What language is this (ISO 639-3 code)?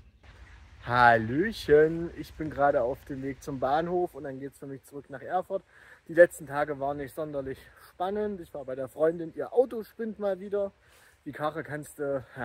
deu